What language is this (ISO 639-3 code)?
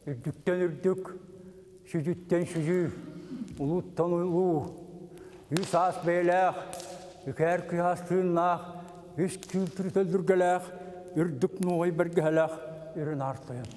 sah